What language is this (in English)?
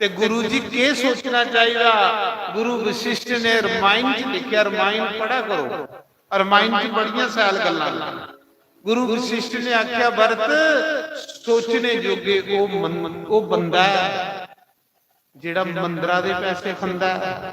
Dogri